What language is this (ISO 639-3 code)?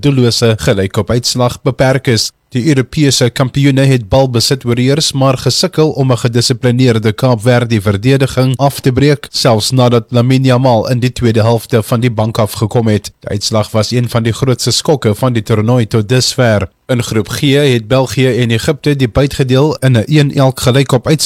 afr